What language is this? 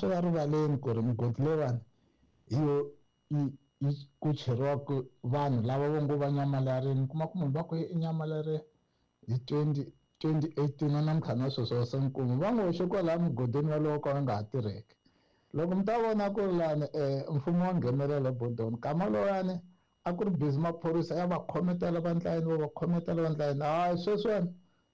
Tsonga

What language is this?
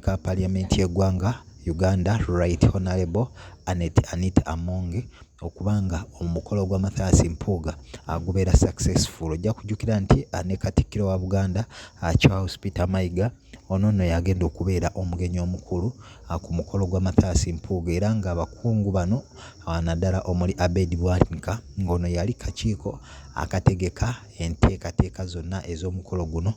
Ganda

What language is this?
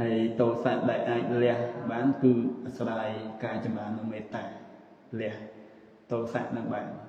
Khmer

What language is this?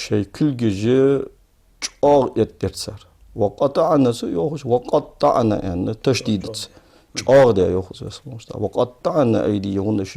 Ingush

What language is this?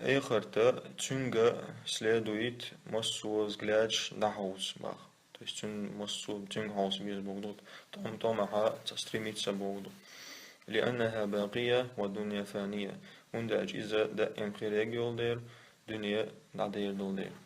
Chechen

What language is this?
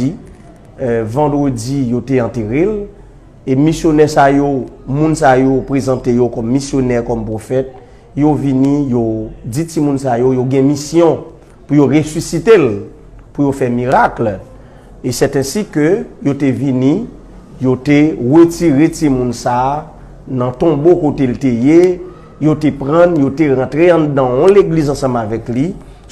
Haitian Creole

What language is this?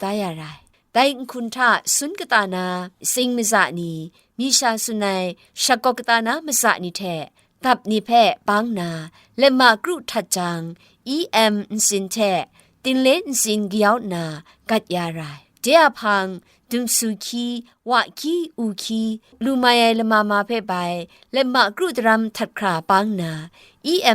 Kachin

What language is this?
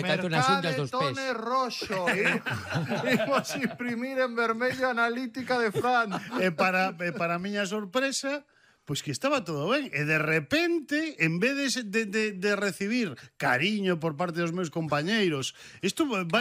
Galician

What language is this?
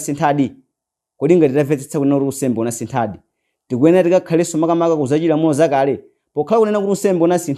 Nyanja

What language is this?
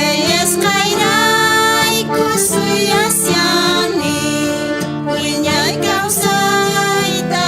South Bolivian Quechua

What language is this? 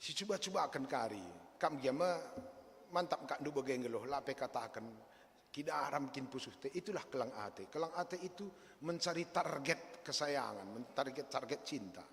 Batak Karo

